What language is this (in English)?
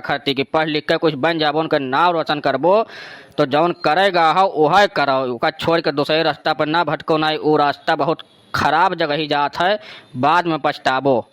Awadhi